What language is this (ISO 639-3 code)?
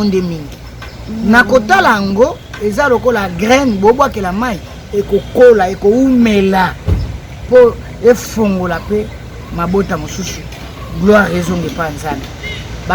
lin